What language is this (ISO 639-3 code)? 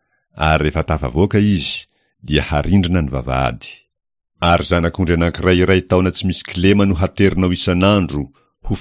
mlg